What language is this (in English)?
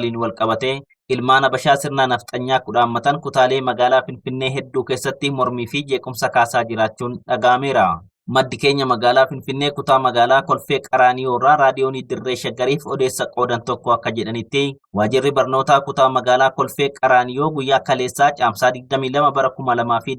Oromo